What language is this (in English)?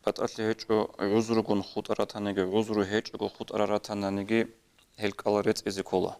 Avaric